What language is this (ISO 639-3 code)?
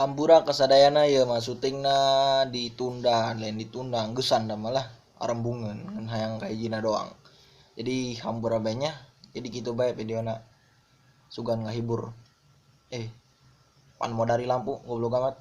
sun